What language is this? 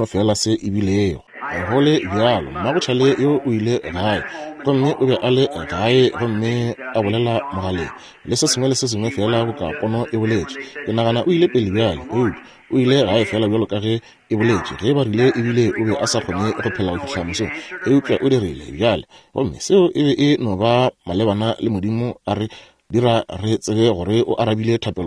Northern Sotho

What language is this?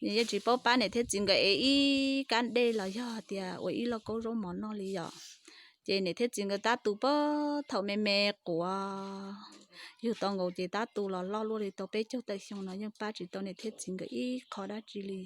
Hmong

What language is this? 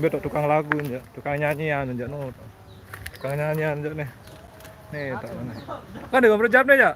Sasak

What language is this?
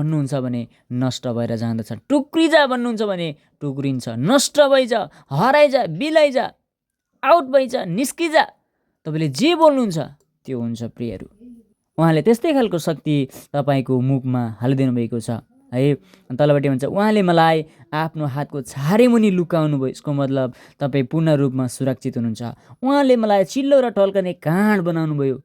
Nepali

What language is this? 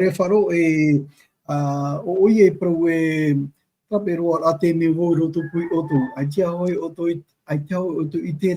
Tahitian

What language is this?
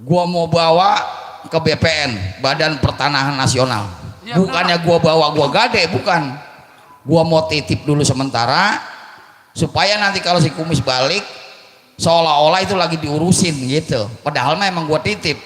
Betawi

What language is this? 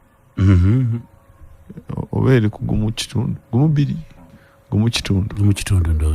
Ganda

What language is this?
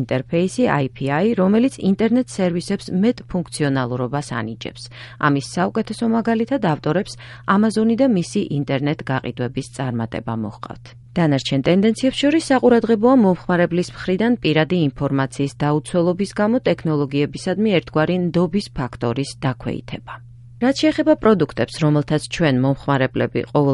Georgian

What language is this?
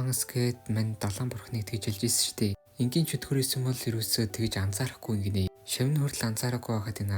Mongolian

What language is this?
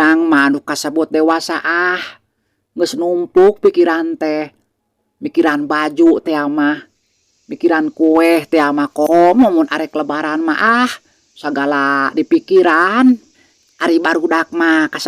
Sundanese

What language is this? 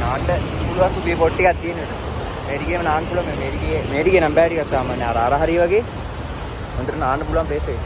Sinhala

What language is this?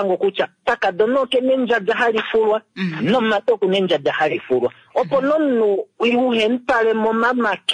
Kuanyama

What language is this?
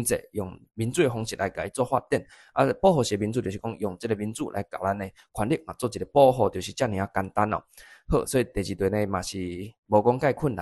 Min Nan Chinese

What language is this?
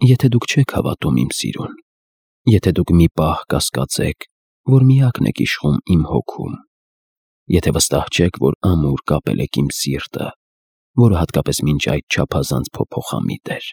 Armenian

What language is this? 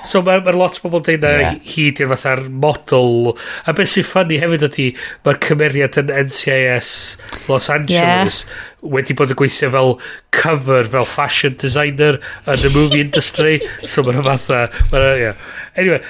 Welsh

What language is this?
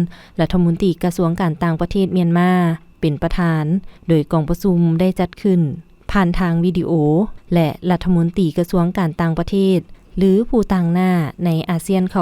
Lao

